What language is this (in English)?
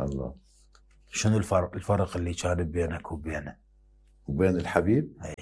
Mesopotamian Arabic